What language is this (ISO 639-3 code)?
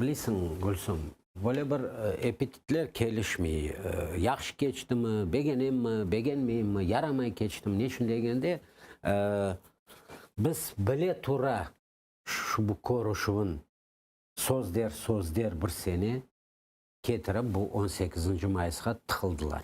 crh